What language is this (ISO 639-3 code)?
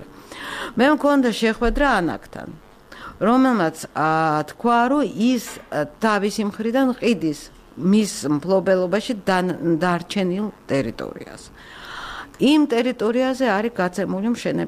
kat